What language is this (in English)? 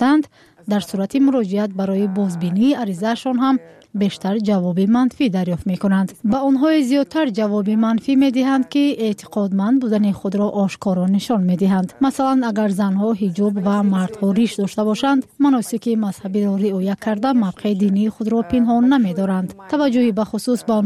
Tajik